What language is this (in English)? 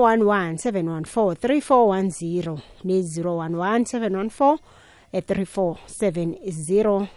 South Ndebele